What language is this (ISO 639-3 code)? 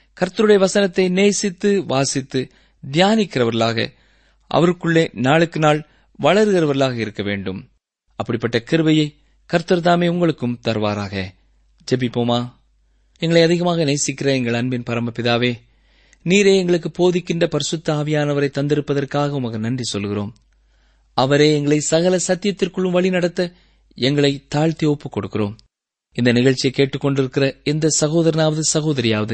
tam